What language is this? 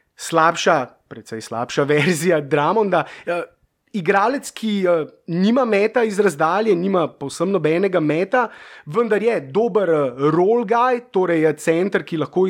Slovenian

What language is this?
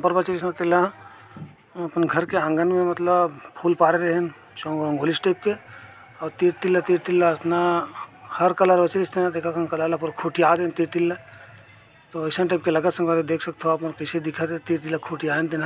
Chhattisgarhi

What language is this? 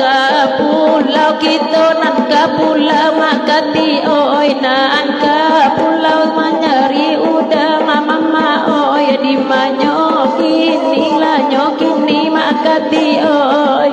Minangkabau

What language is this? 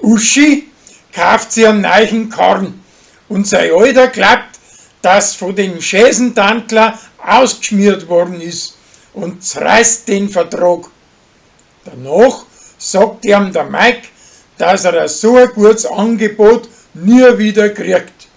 Bavarian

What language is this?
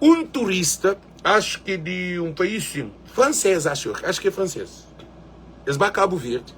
Kabuverdianu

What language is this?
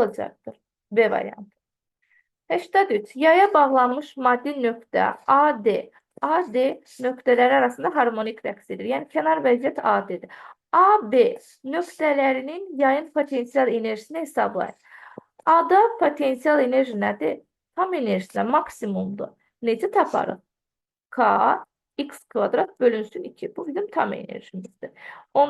Azerbaijani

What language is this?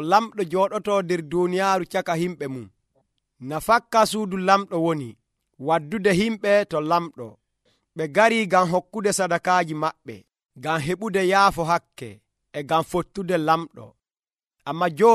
Nigerian Fulfulde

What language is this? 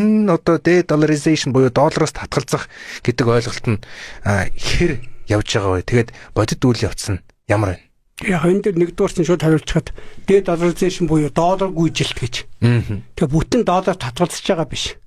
Mongolian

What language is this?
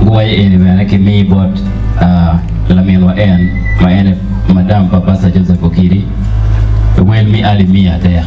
Acoli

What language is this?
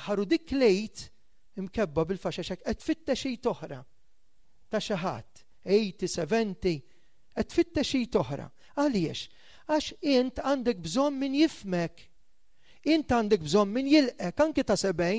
Maltese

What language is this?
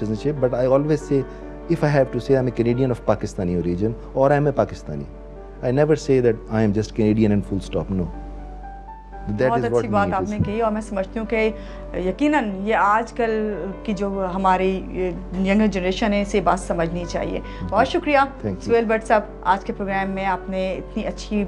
Urdu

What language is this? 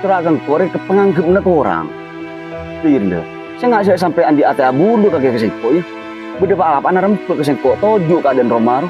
Madurese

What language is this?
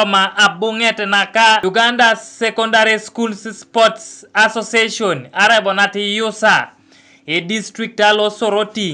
Teso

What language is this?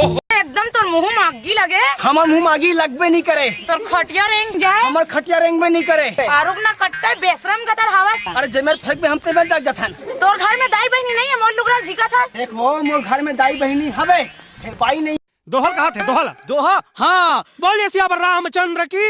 Chhattisgarhi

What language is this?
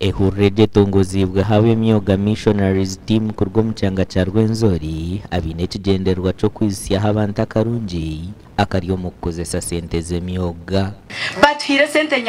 Nyankole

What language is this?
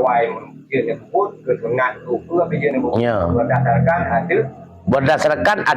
Achinese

